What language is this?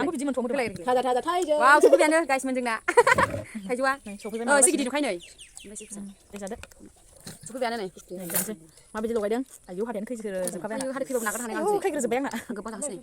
Bodo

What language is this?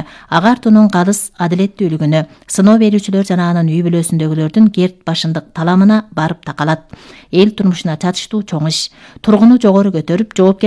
Kyrgyz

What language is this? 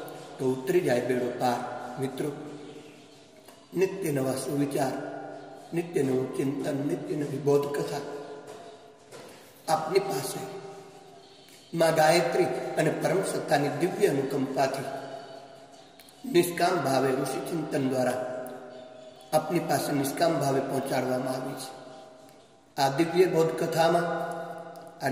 Gujarati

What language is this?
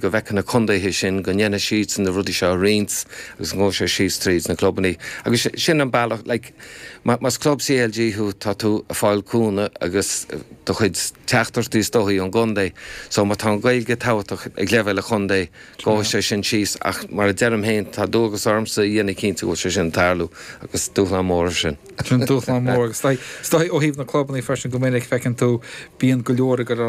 Irish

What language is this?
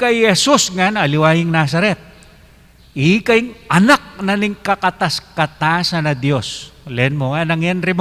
Pampanga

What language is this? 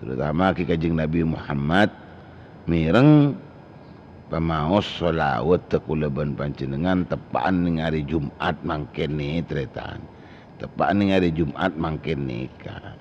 Madurese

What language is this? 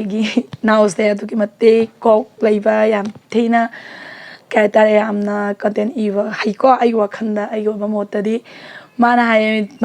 Manipuri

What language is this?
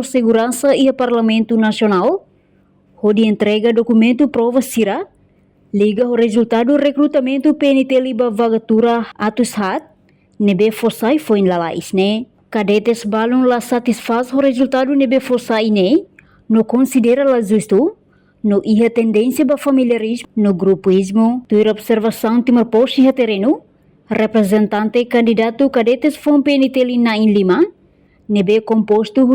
Tetum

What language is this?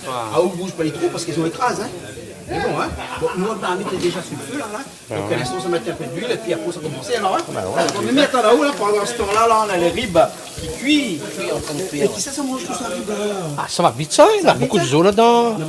Réunion Creole French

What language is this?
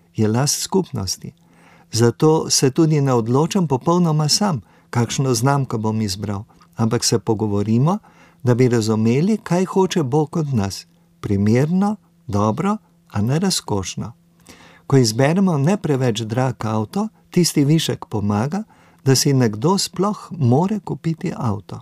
Slovenian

